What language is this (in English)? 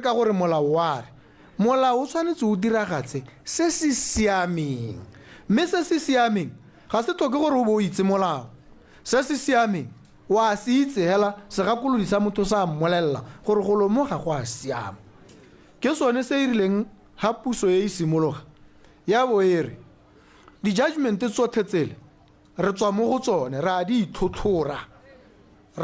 Tswana